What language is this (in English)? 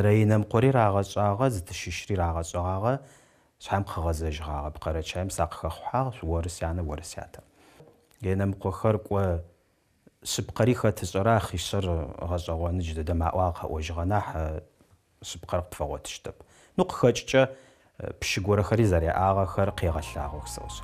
Adyghe